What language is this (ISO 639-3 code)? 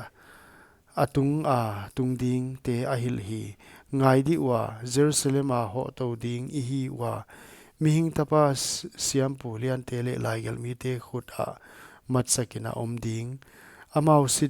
pck